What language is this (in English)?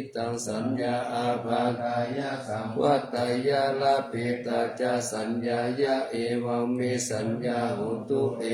Pali